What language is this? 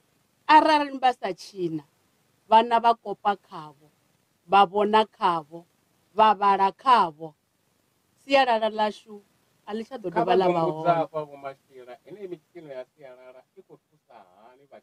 Venda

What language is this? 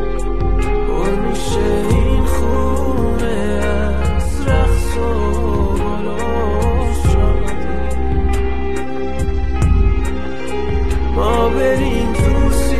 Persian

